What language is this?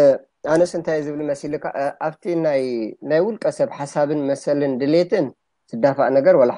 Tigrinya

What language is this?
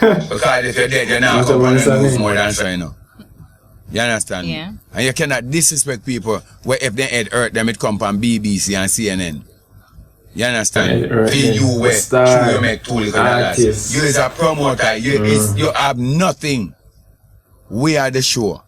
Jamaican Creole English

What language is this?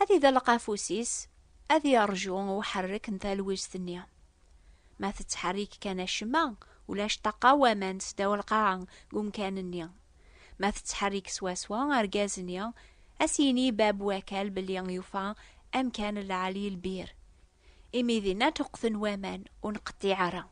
Kabyle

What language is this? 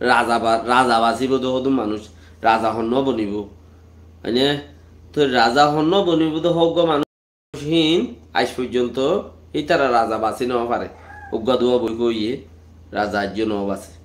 Rohingya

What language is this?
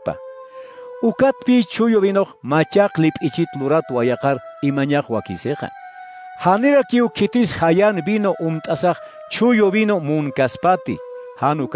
Aymara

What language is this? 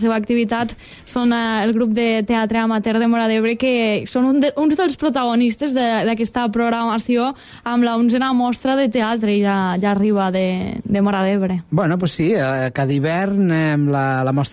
Catalan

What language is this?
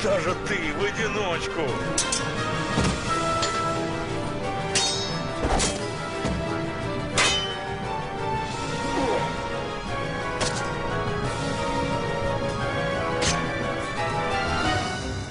Russian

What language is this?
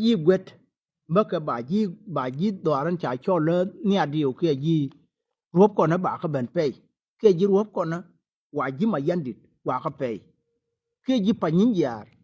Nuer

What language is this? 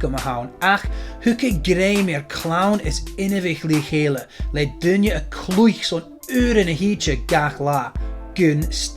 Scottish Gaelic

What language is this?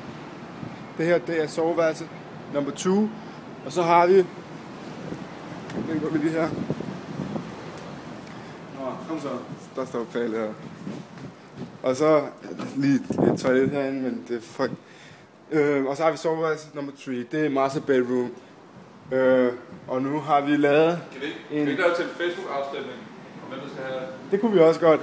Danish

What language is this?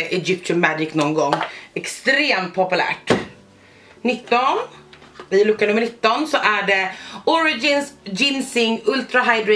Swedish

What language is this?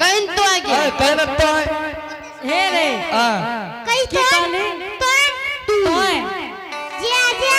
Angika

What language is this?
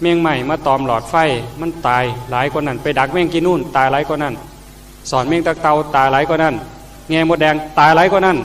Northeastern Thai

